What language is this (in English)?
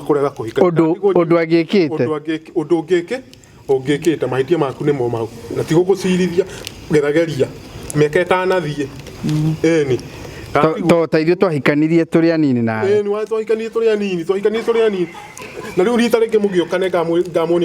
Kikuyu